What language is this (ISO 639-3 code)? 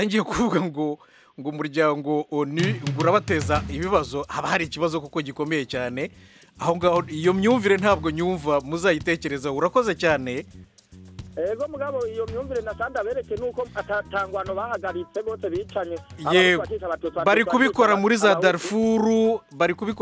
kin